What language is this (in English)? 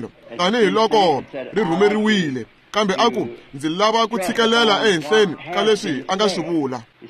Tsonga